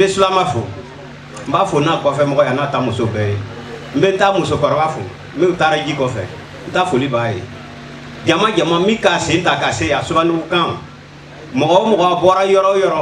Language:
Bambara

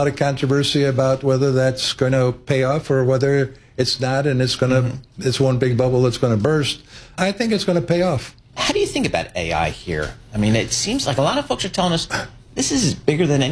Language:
English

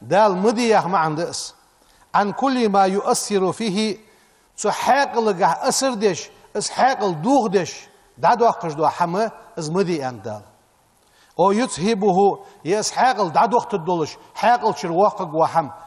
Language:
Ingush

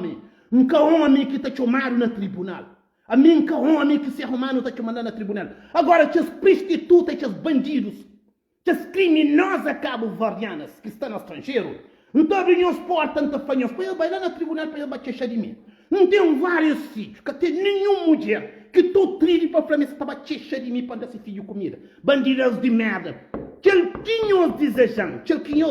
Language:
Kabuverdianu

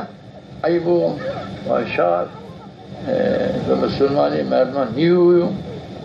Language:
Zaza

